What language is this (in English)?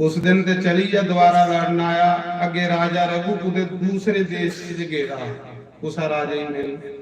Dogri